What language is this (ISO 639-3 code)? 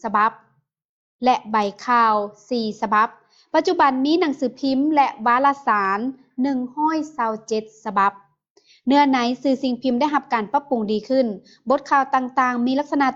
lao